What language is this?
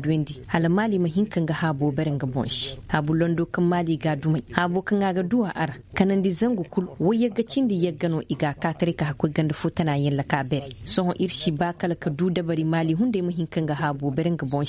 Koyraboro Senni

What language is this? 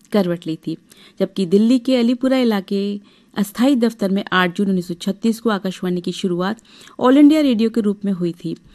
Hindi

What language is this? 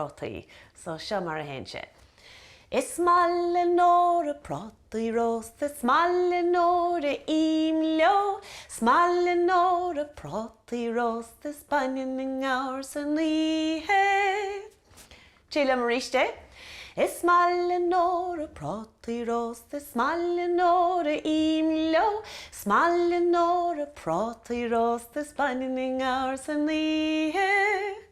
Irish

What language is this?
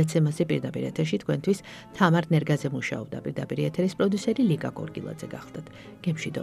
Georgian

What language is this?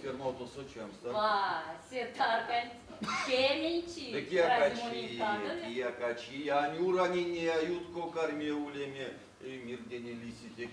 Erzya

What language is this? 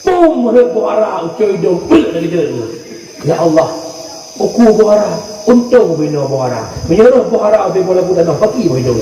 Achinese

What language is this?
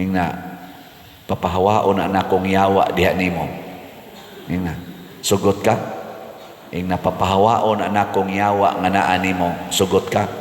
Cebuano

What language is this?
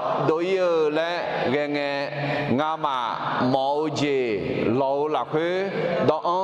Akha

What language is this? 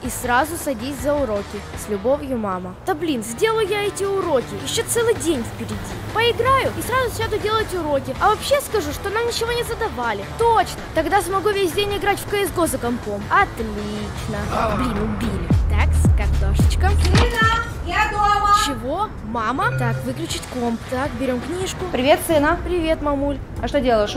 Russian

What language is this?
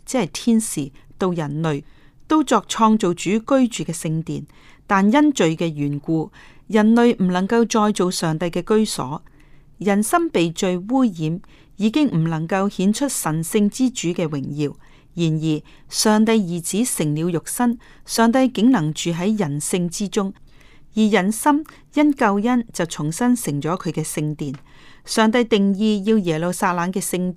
Cantonese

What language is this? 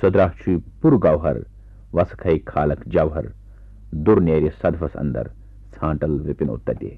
Kashmiri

